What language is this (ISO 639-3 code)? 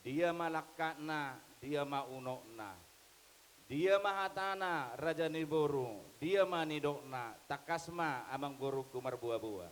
bbc